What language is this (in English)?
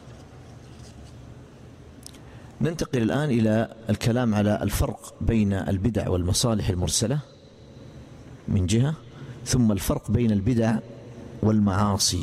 Arabic